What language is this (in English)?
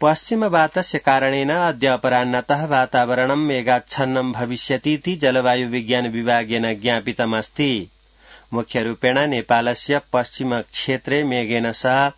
Sanskrit